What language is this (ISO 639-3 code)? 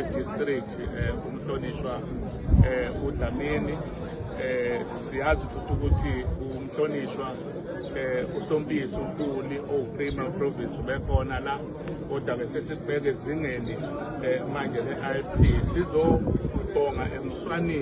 zul